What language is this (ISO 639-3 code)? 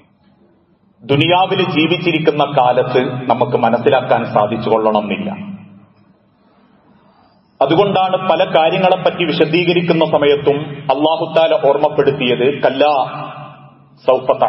mal